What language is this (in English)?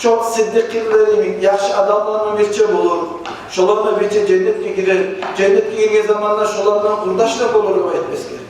Kumyk